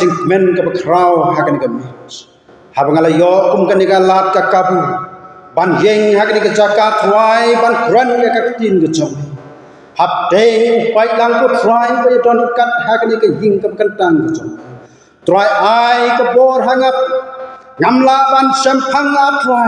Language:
Khasi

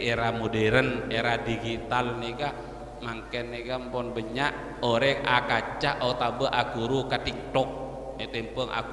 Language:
Madurese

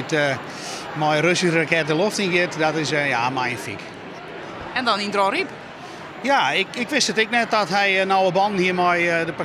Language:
Western Frisian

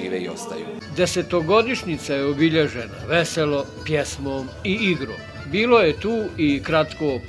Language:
Bosnian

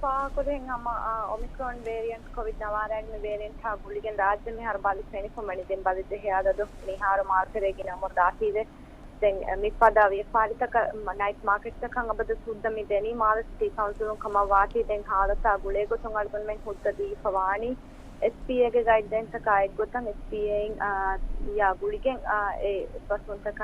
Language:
Divehi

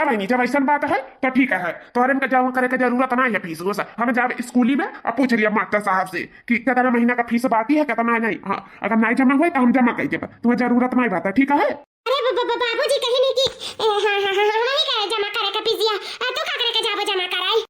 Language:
Awadhi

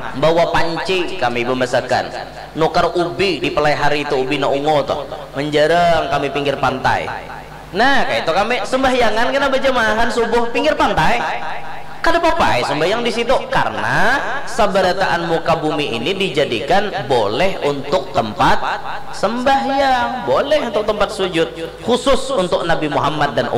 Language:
Banjar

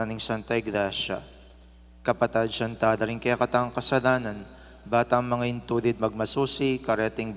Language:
Pampanga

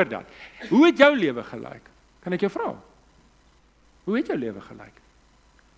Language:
Afrikaans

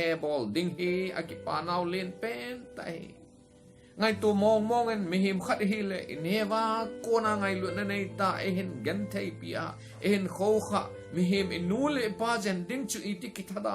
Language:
Thado Chin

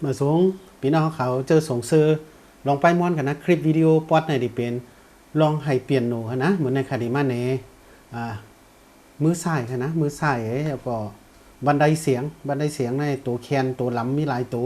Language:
Shan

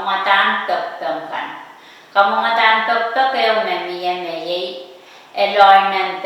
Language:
Pohnpeian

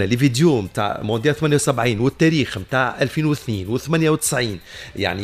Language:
Tunisian Arabic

